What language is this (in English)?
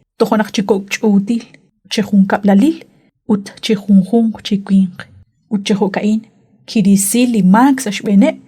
Kekchí